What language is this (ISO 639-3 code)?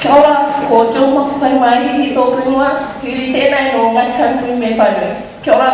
mri